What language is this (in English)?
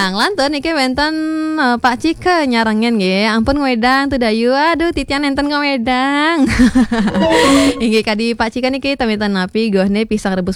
Balinese